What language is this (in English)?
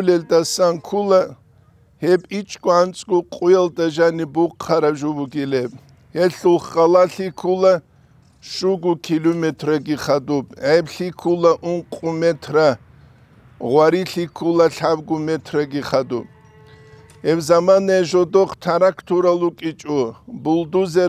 Avaric